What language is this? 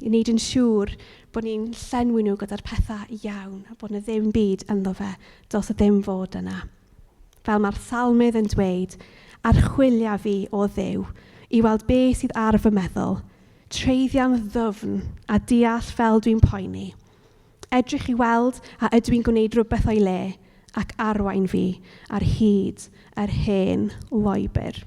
Welsh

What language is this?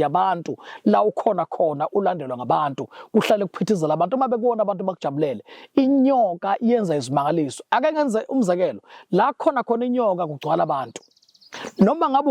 Zulu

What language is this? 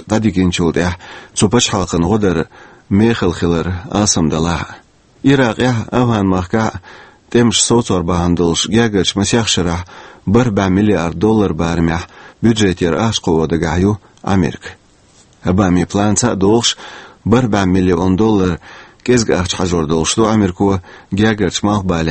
Chechen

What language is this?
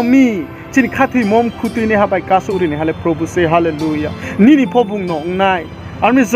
Riang (India)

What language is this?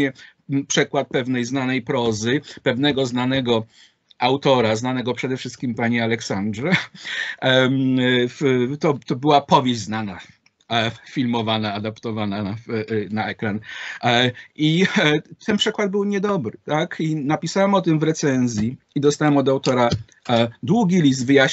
Polish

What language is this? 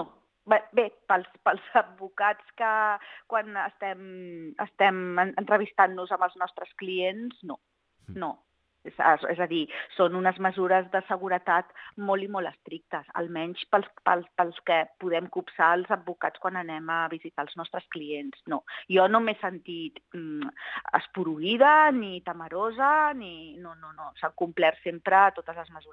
Catalan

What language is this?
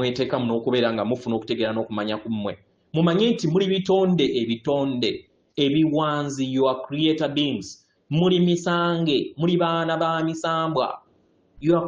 Ganda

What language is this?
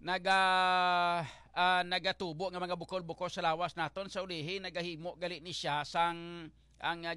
Hiligaynon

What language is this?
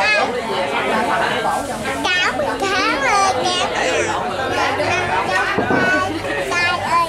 Vietnamese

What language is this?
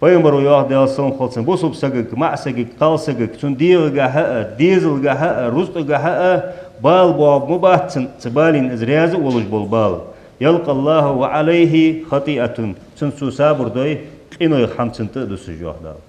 Ingush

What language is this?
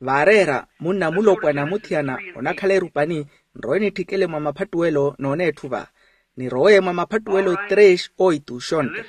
Makhuwa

